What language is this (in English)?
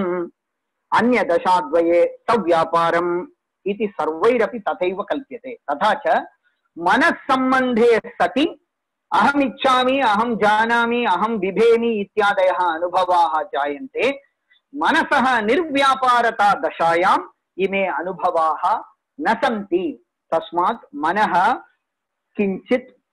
Sanskrit